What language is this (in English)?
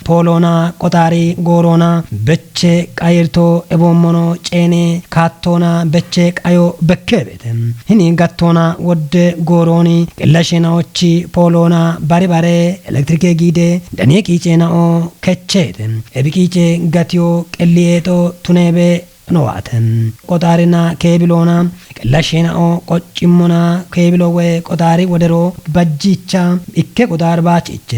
Kafa